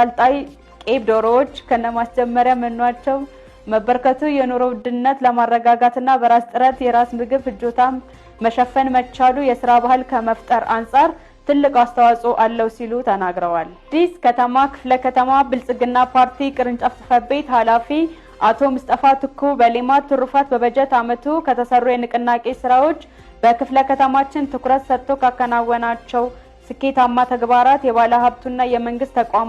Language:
Amharic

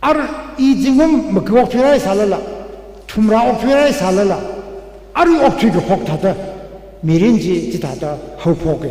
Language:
Tangkhul Naga (India)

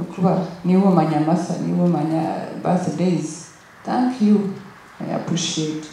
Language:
Nyankole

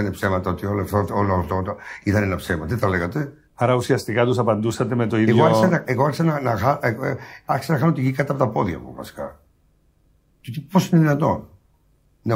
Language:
Greek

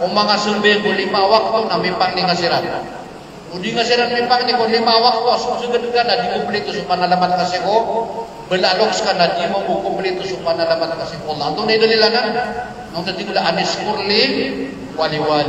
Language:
Maranao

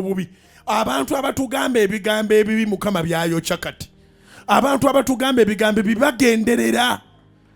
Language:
Ganda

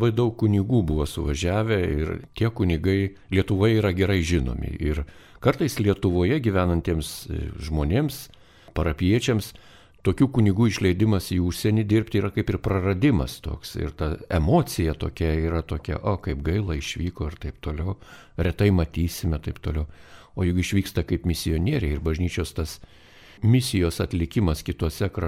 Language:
Lithuanian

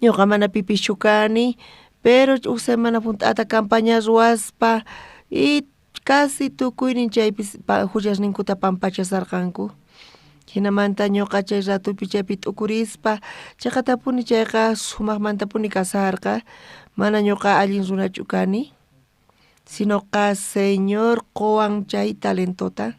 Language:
South Bolivian Quechua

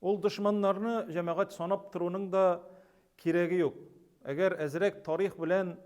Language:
Tatar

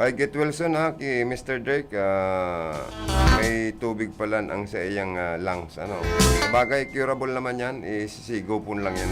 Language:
Bikol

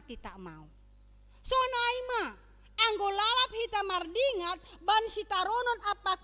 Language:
Batak Simalungun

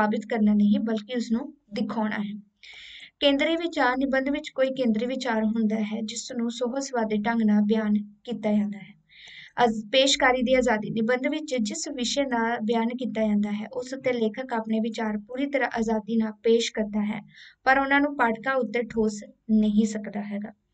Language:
Punjabi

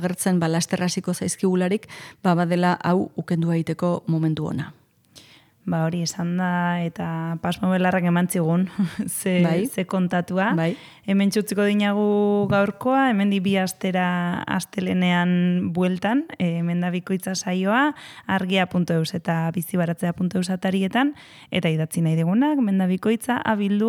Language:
Basque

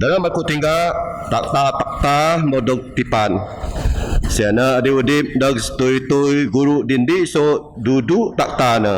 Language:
Biatah Bidayuh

